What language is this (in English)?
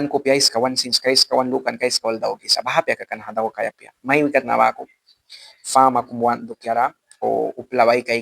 Mískito